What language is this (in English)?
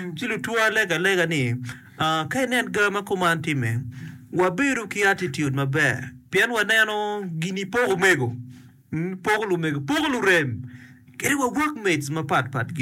Acoli